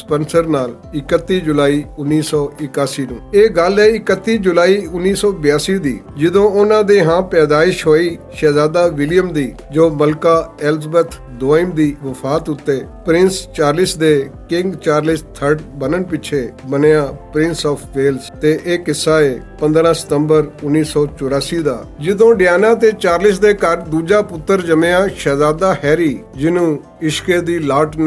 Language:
Western Panjabi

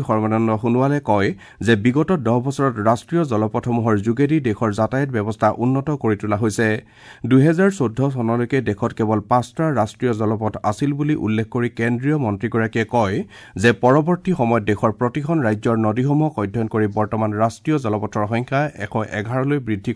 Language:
Assamese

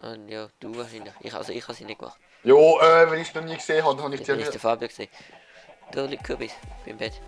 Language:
Swiss German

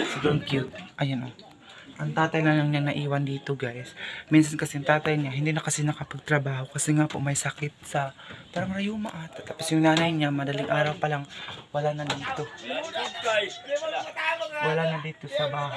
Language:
Filipino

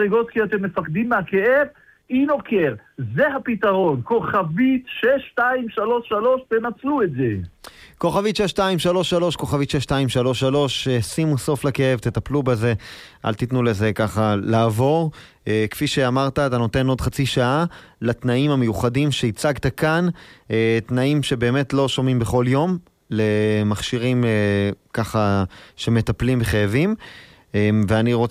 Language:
Hebrew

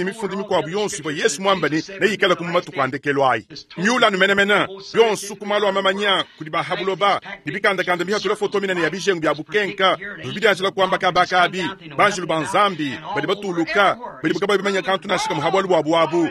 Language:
Luba-Lulua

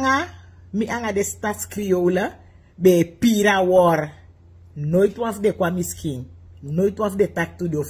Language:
Sranan Tongo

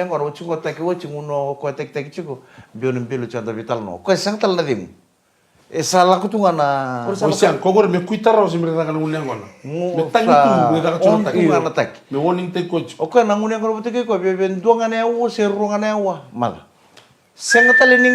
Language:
Fijian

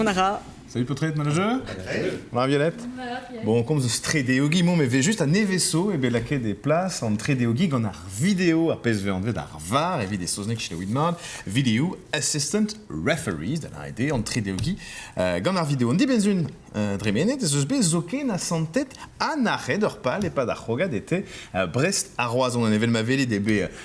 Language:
Breton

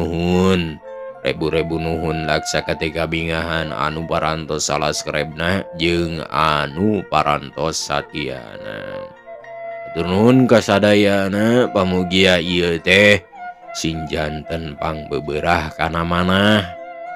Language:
Sundanese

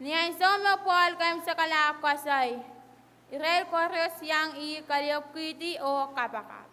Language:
Pohnpeian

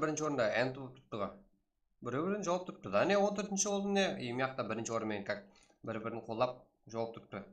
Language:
Kara-Kalpak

